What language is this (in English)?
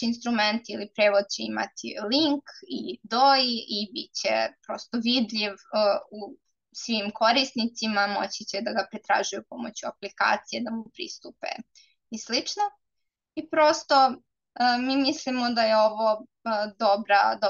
Serbian